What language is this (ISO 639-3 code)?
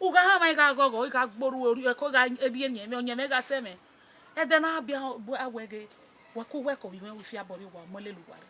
bin